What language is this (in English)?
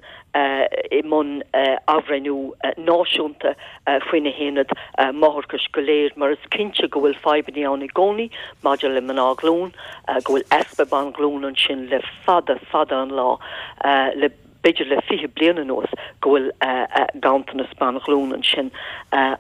Irish